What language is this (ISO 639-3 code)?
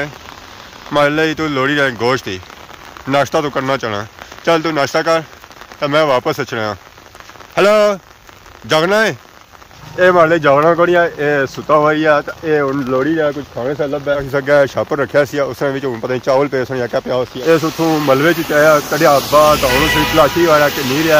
phr